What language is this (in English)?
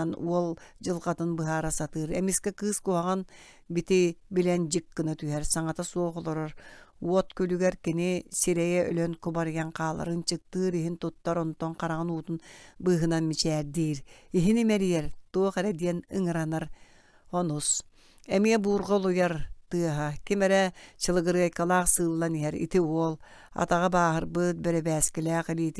Yakut